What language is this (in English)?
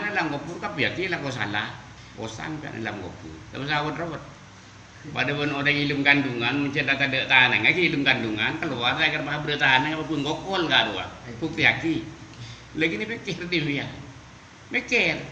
Madurese